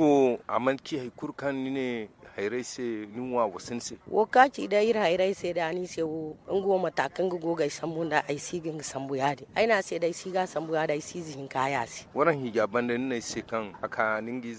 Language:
Zarma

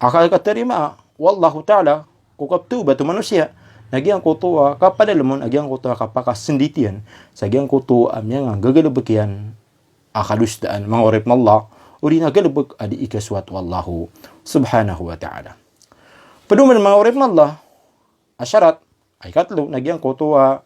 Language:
Maranao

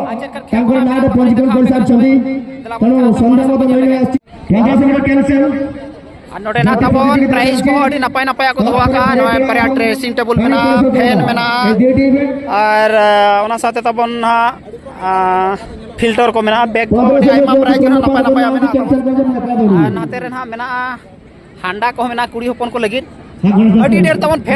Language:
Santali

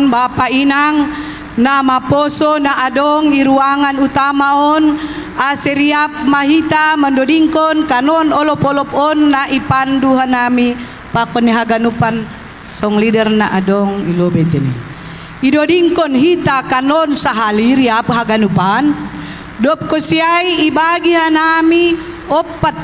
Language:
Batak Simalungun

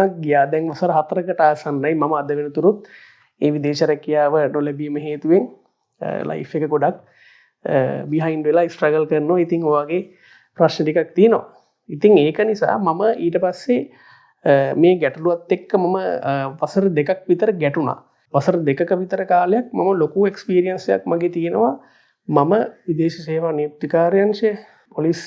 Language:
Sinhala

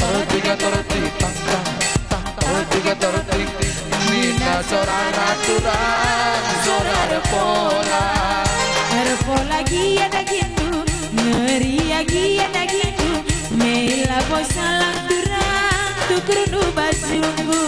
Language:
Batak Karo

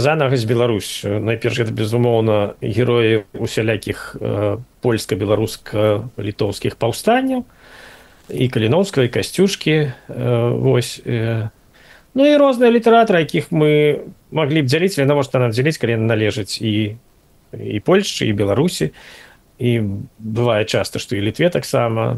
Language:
Belarusian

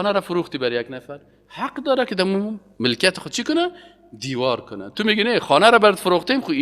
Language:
Persian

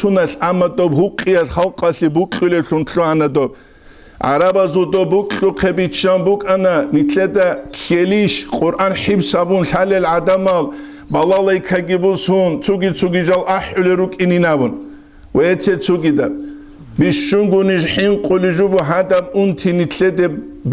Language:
Avaric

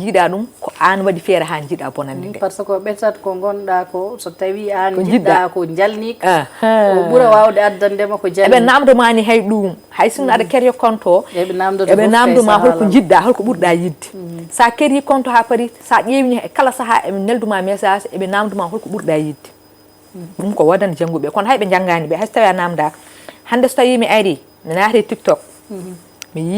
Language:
Fula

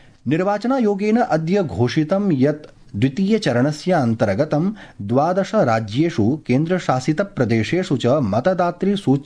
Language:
Sanskrit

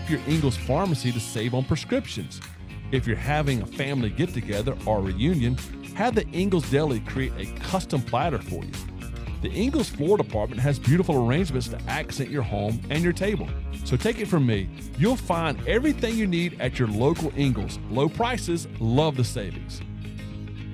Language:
English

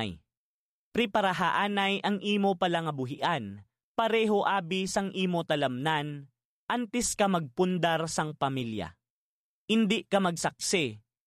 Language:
Hiligaynon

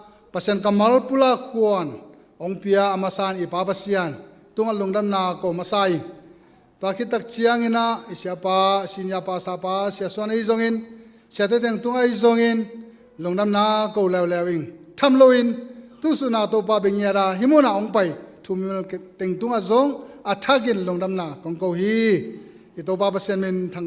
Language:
Tedim Chin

